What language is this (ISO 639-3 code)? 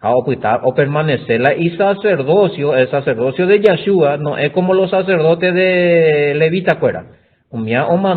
grn